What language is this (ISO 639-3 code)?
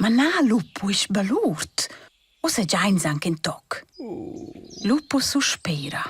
roh